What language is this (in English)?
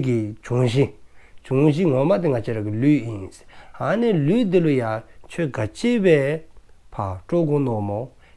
Dzongkha